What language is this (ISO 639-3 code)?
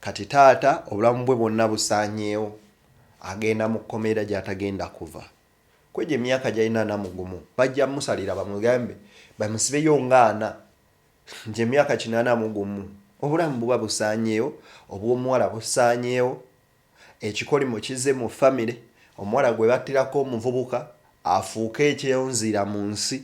lug